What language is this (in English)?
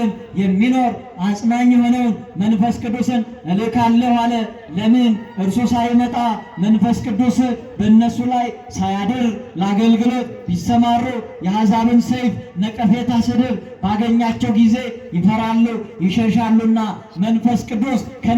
Amharic